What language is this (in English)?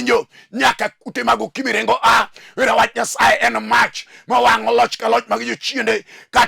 Luo (Kenya and Tanzania)